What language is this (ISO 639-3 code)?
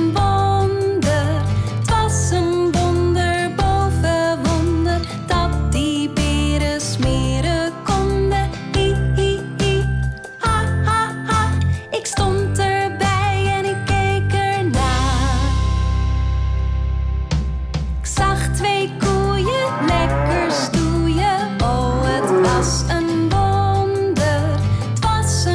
nld